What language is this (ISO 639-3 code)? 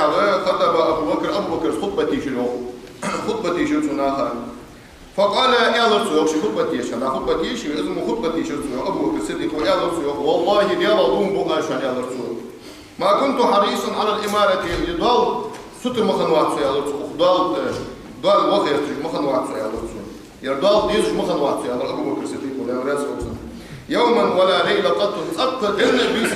inh